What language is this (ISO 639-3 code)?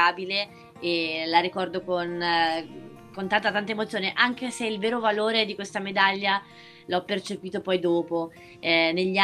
ita